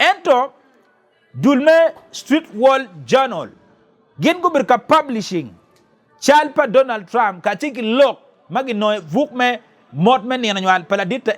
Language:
Acoli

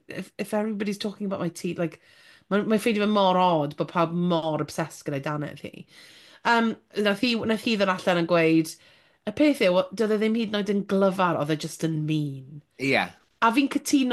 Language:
Welsh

